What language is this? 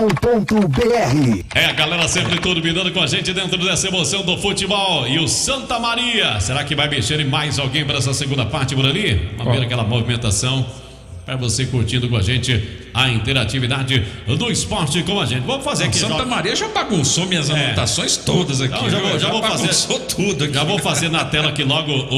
Portuguese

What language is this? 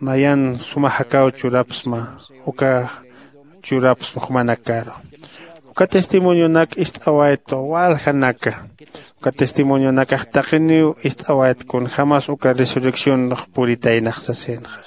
Aymara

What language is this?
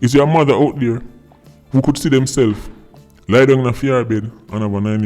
Jamaican Creole English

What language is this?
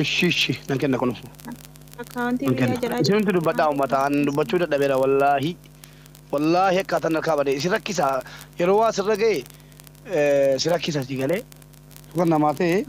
Oromo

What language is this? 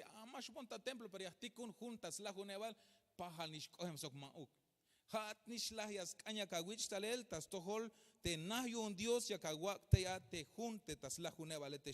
Tzeltal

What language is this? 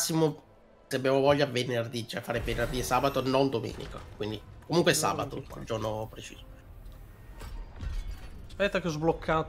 Italian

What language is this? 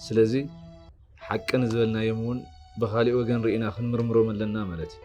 Tigrinya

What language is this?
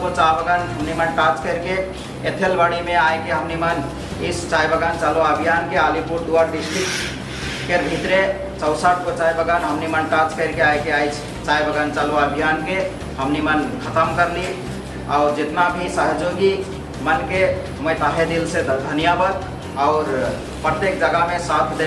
Sadri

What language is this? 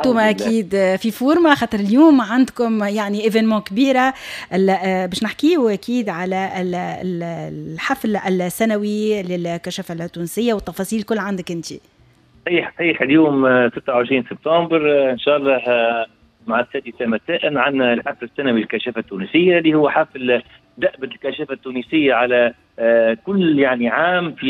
Tunisian Arabic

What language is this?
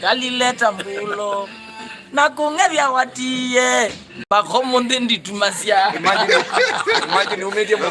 Kamba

